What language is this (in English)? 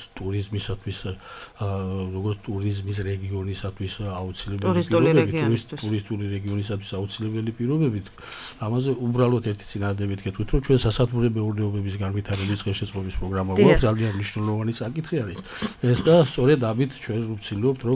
Georgian